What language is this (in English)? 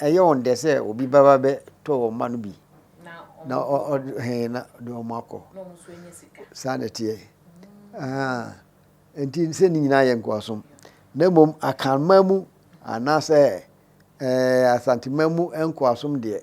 Akan